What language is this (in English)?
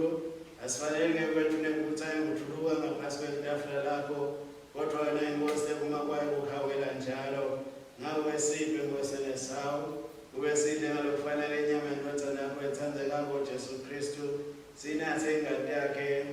Swati